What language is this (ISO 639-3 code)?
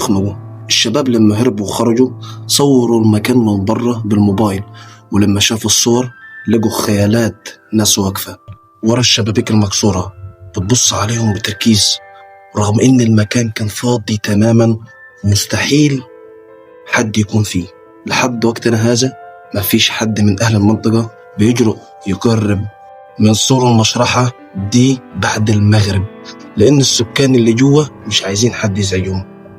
arz